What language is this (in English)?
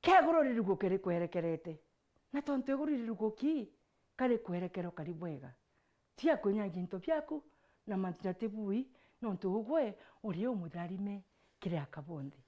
Meru